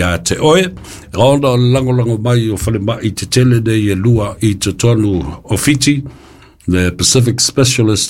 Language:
Samoan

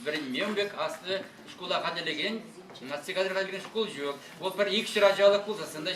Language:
Chuvash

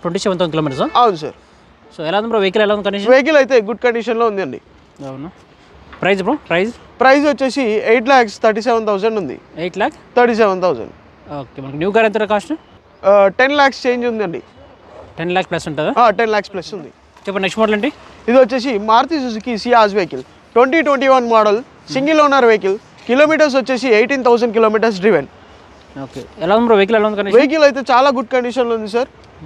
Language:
Telugu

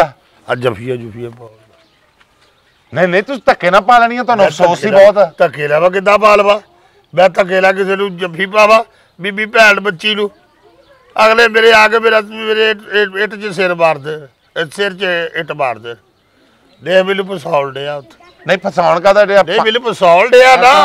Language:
Punjabi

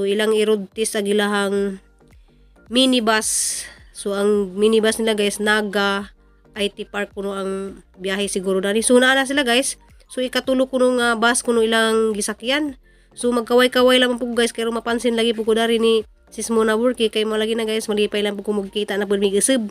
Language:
Cebuano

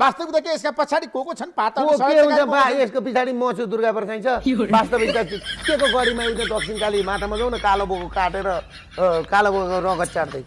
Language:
Nepali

